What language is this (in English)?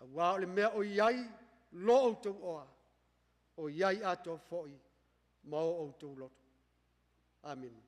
Samoan